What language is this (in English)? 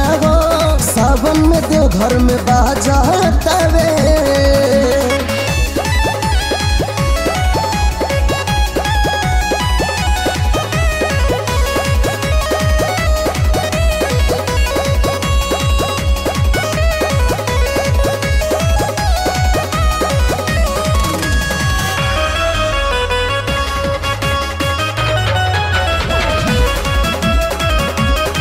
Bhojpuri